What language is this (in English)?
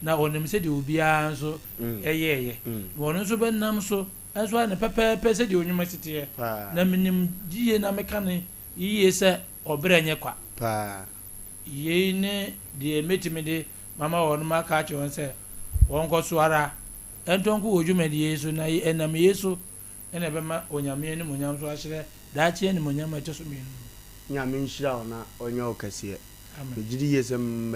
Akan